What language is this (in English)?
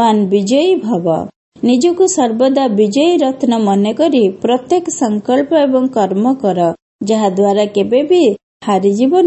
Odia